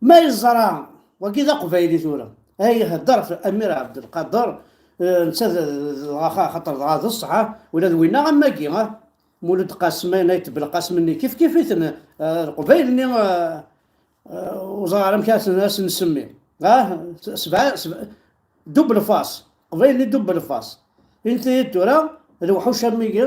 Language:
Kabyle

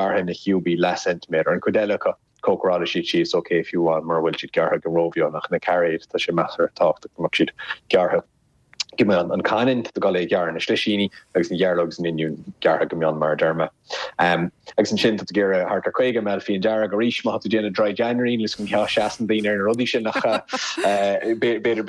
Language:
Irish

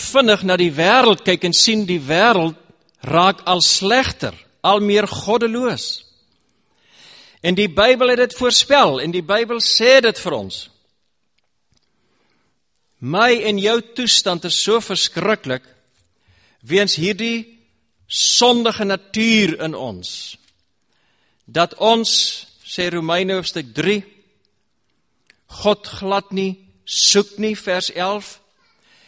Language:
Afrikaans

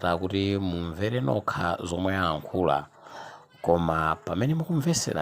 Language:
Nyanja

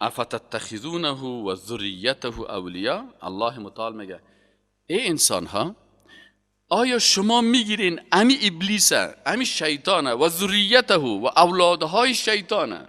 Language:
Persian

